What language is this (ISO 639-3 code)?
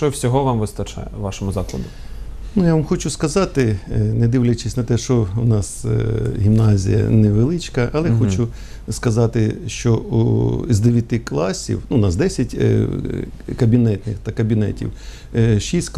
ukr